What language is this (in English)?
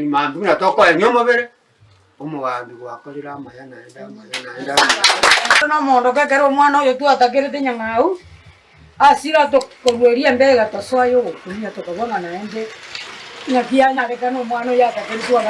Gusii